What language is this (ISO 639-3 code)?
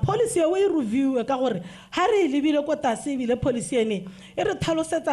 tsn